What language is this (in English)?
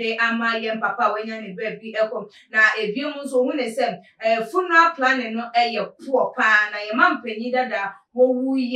Akan